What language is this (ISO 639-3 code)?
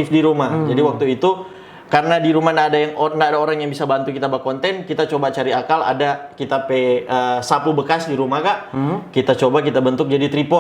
xmm